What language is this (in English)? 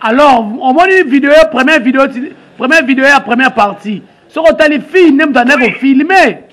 Lingala